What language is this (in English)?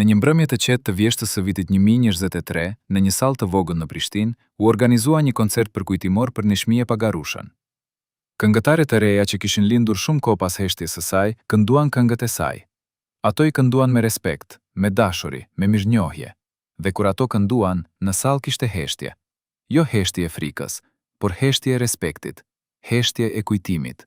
Albanian